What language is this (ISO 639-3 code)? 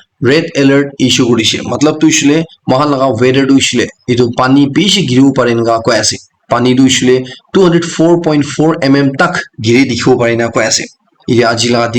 nag